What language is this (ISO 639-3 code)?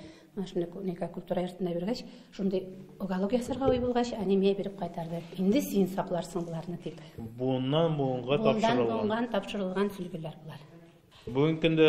tat